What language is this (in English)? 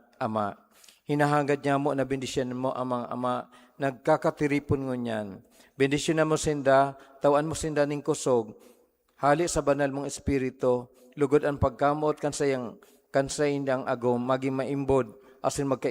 Bikol